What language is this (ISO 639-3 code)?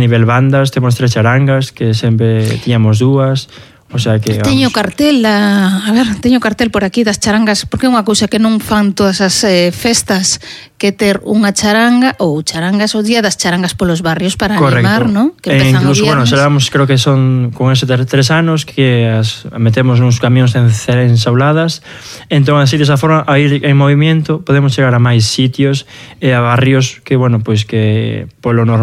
glg